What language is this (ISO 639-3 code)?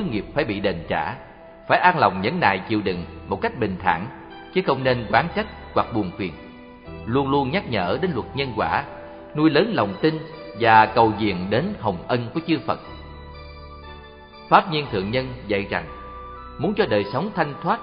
vie